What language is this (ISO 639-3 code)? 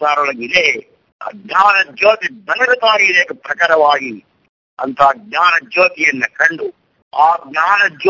kan